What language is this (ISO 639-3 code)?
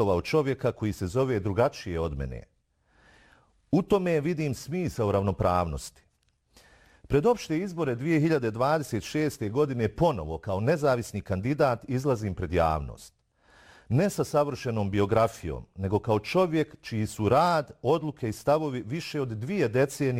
bos